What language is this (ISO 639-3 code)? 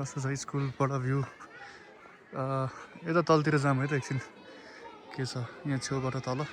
nep